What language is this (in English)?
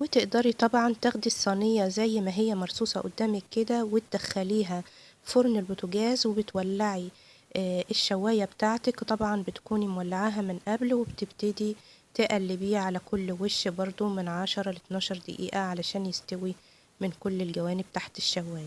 Egyptian Arabic